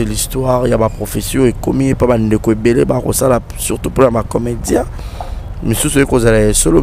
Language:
Lingala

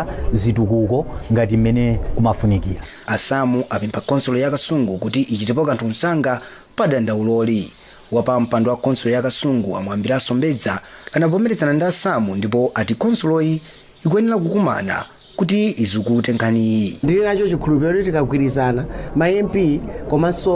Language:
Nyanja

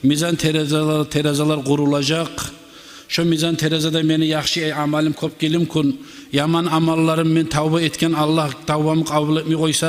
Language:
Kumyk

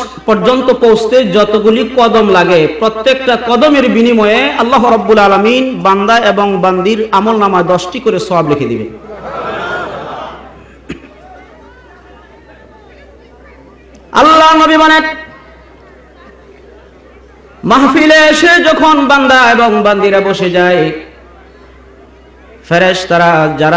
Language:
Bangla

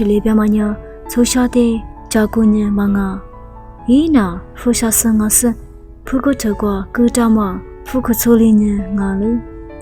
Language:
Lisu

